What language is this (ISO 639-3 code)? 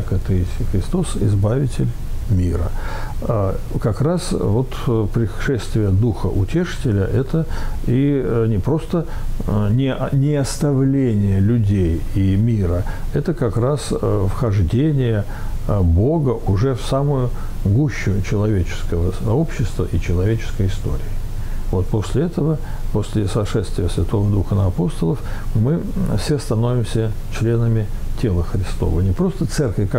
rus